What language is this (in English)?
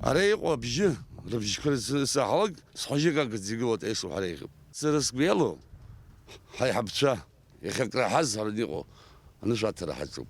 Abkhazian